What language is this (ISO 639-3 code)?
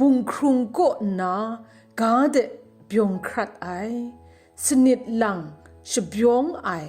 kac